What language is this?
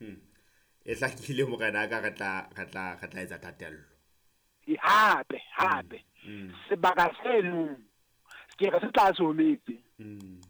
Southern Sotho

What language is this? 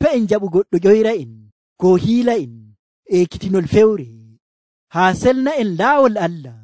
Nigerian Fulfulde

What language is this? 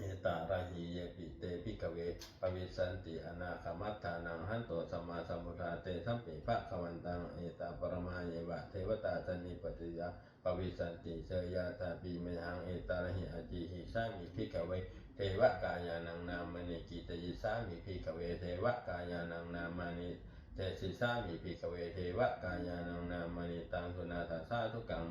Pali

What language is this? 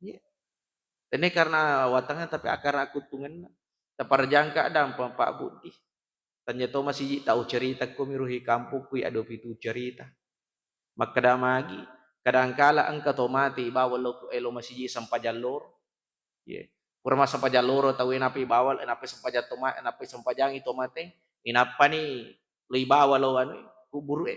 Buginese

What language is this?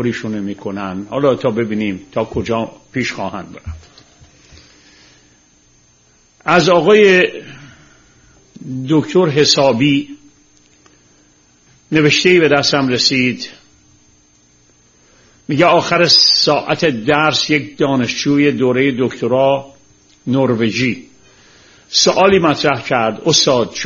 Persian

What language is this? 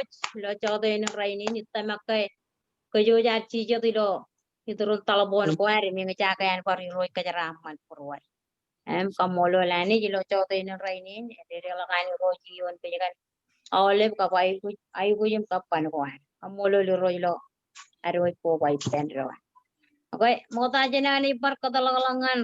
Marshallese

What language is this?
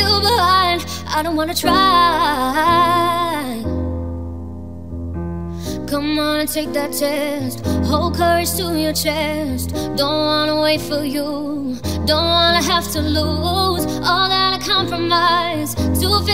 English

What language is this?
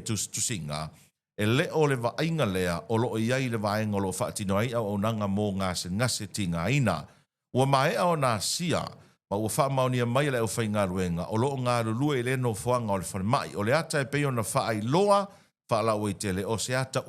Samoan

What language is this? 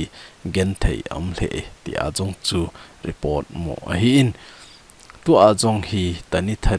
Thado Chin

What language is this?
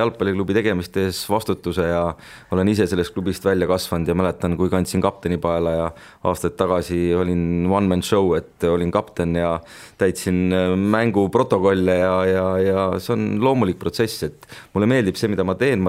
Estonian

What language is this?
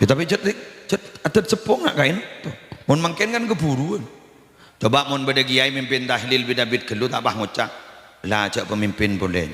Madurese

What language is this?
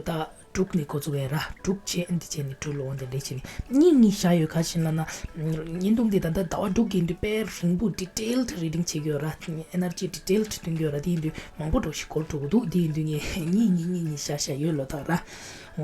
Tibetan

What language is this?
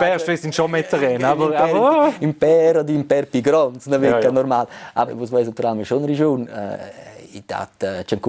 Romansh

